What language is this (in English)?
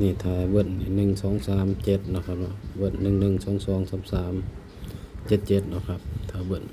Northeastern Thai